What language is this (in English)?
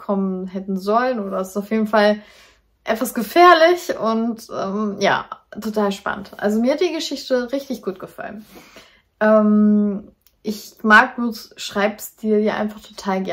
German